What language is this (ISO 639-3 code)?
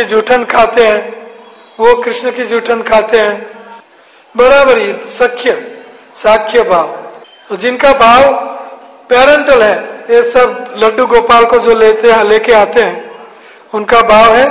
hin